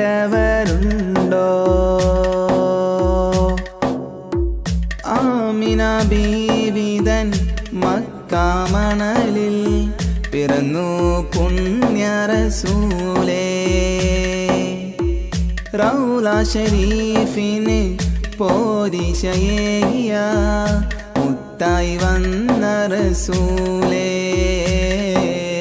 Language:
Malayalam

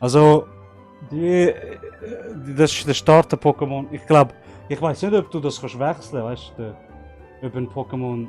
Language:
Swiss German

